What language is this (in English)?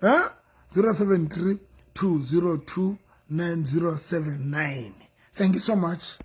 Southern Sotho